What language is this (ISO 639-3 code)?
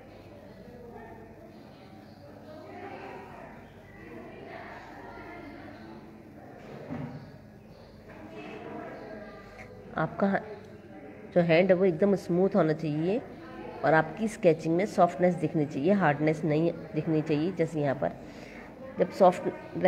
hin